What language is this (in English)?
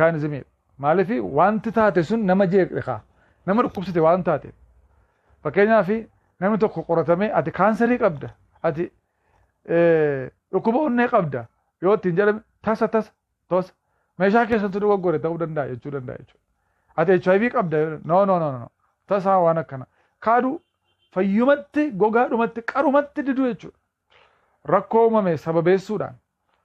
Oromo